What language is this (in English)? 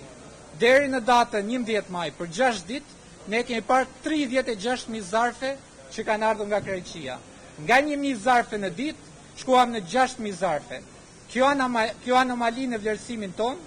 Albanian